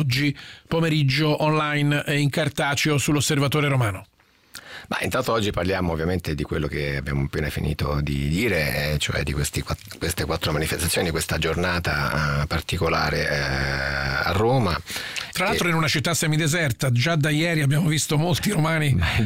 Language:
Italian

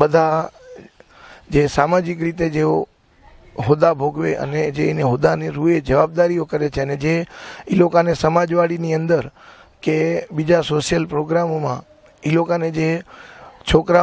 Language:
Gujarati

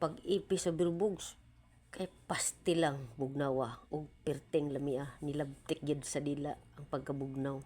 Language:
Cebuano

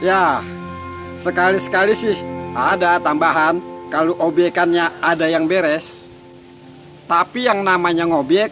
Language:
Betawi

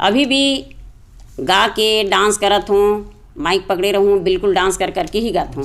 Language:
Chhattisgarhi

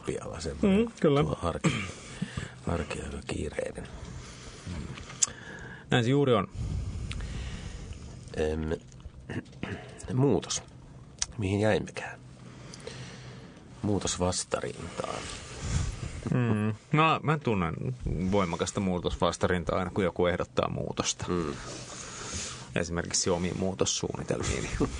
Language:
Finnish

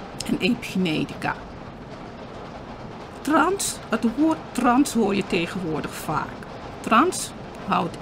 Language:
Dutch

